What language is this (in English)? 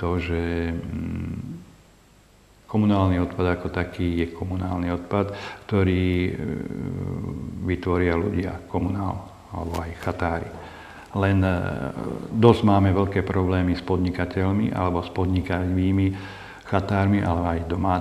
Slovak